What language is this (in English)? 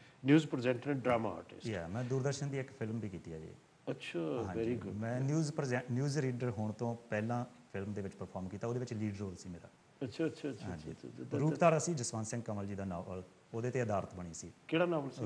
Punjabi